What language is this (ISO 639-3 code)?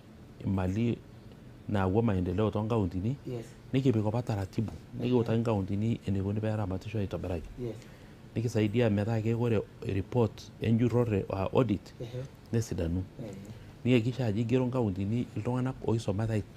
mas